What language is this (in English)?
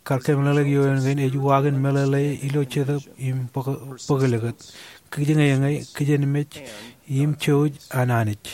Marshallese